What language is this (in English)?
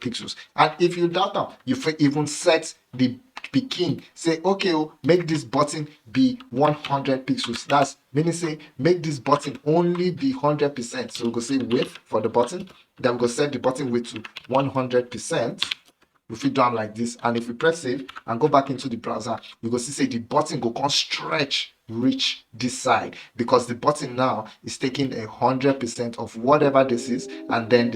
Nigerian Pidgin